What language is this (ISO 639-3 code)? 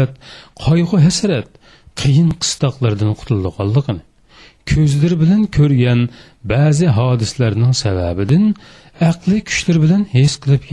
uig